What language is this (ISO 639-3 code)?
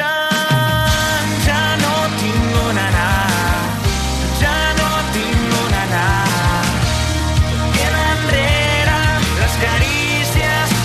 cat